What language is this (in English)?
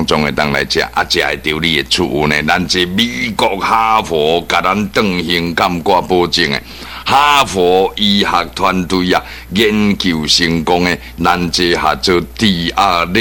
Min Nan Chinese